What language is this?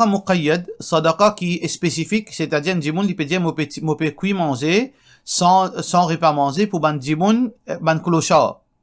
Morisyen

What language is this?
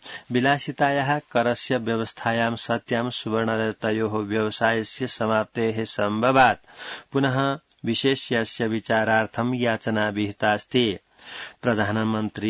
Sanskrit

